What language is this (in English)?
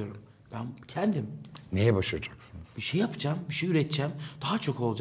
Turkish